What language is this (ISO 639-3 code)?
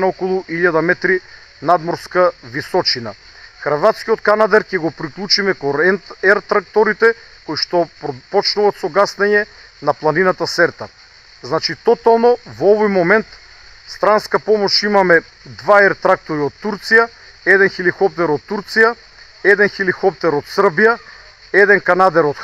mkd